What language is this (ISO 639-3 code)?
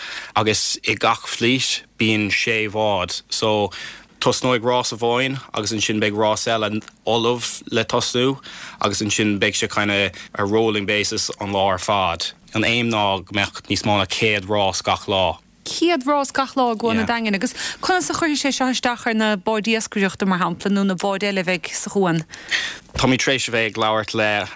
gle